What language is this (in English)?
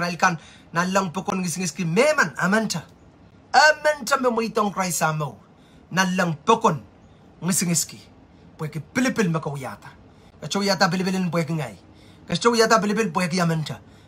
Pohnpeian